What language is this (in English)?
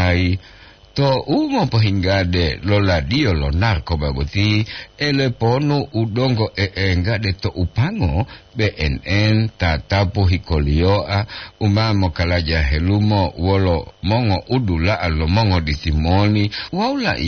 Gorontalo